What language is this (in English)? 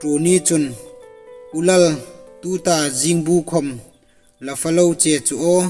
Hmar